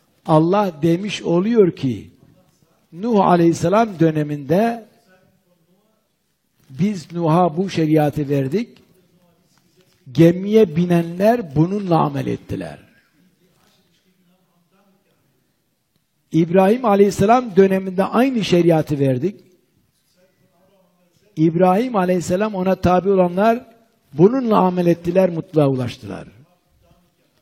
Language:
Turkish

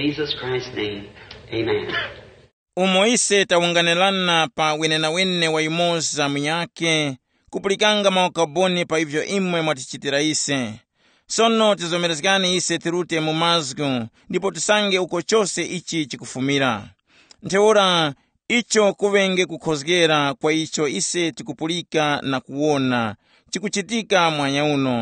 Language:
Tumbuka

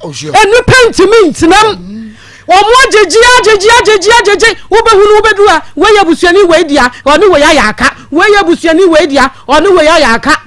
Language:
Akan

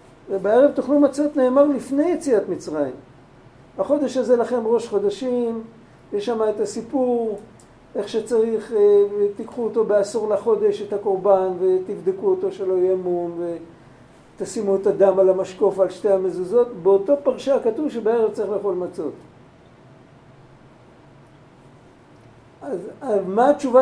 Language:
Hebrew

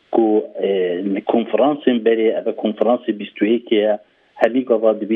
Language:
Kurdish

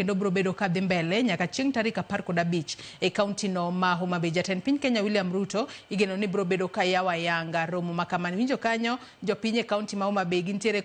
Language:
Luo (Kenya and Tanzania)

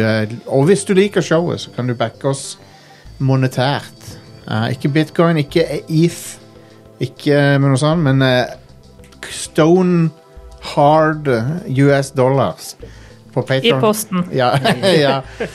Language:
Norwegian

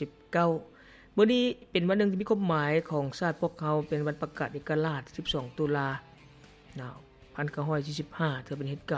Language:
Lao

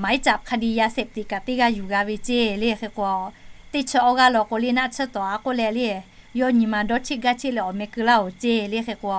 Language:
Lahu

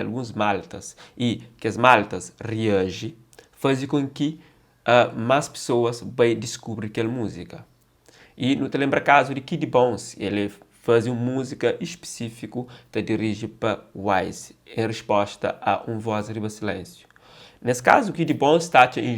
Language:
Kabuverdianu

